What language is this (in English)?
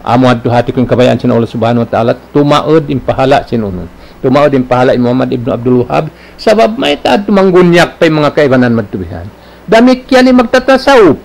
Tausug